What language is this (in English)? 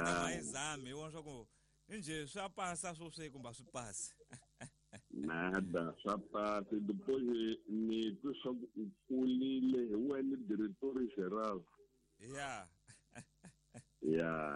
Tsonga